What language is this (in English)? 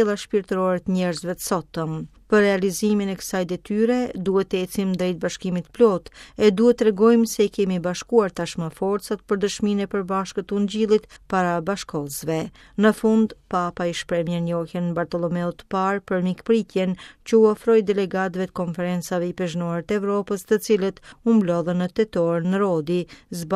Albanian